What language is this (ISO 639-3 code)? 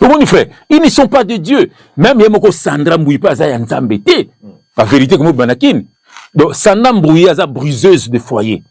lin